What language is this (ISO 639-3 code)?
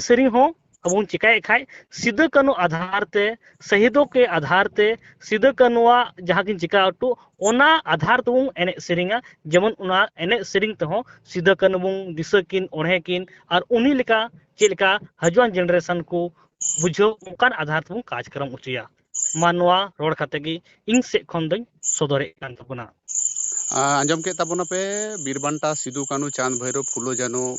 sat